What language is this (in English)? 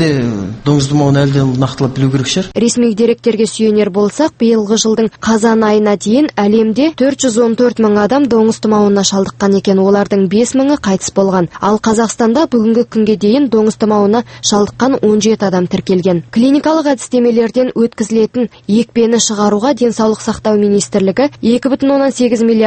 Kazakh